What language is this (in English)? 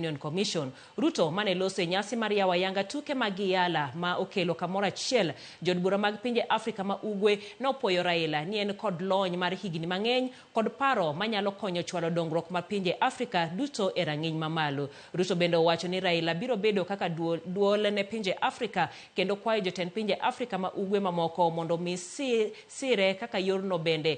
Luo (Kenya and Tanzania)